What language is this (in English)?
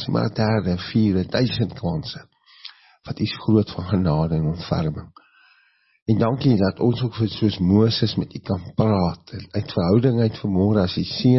Afrikaans